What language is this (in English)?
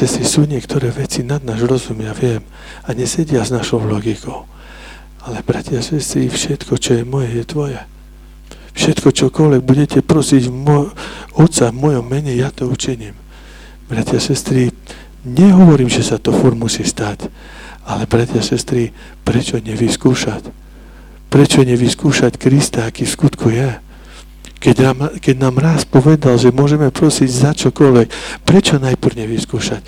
Slovak